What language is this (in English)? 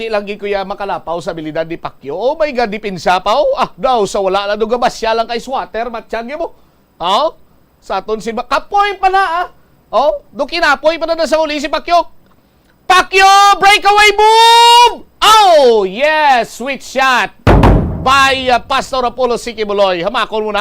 Hiligaynon